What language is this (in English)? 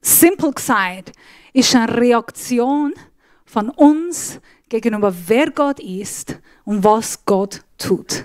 Swiss German